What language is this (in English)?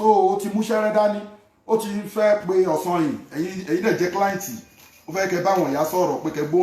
Yoruba